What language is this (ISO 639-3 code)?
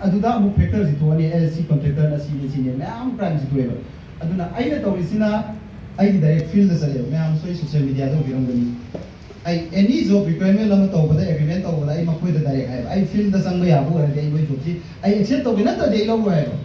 mni